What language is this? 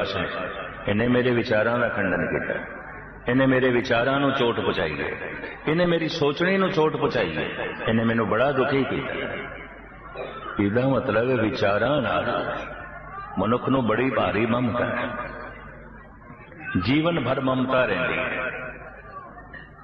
Punjabi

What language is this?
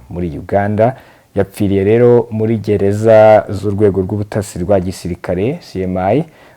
Kinyarwanda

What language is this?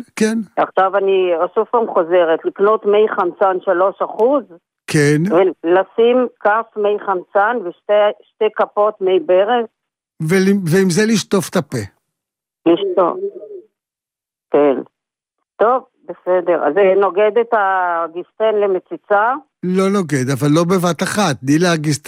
Hebrew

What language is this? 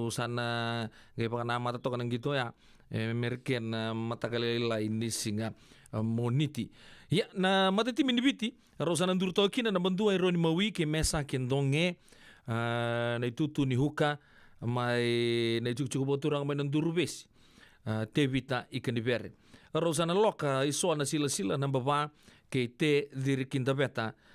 Fijian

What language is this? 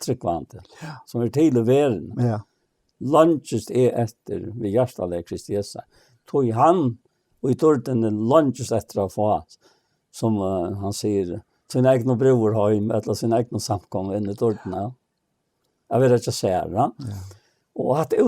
Faroese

